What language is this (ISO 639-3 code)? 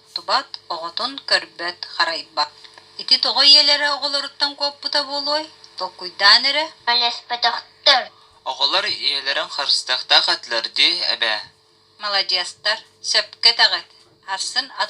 sah